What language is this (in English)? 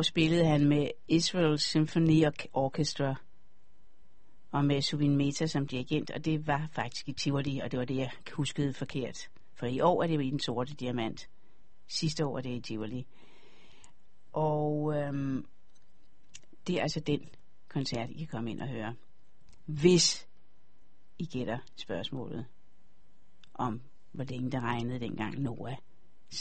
Danish